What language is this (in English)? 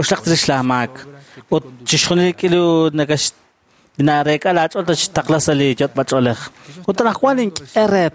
Kekchí